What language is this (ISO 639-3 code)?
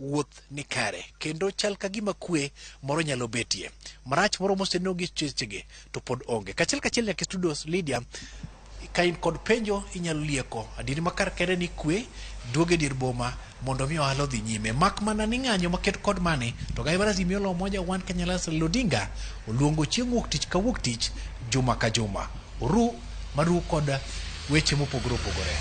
luo